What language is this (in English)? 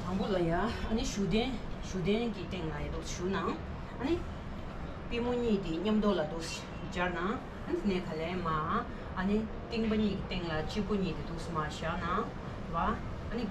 Tibetan